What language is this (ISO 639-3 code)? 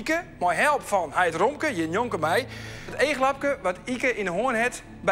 fry